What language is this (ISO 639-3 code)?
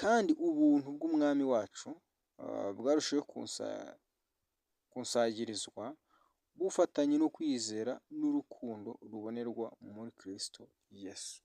kin